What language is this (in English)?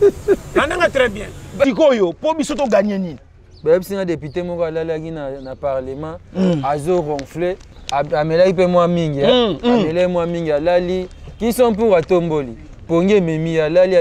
Lingala